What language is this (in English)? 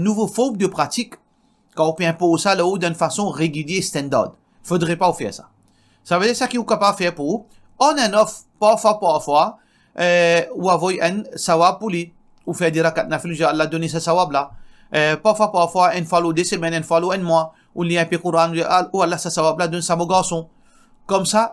Morisyen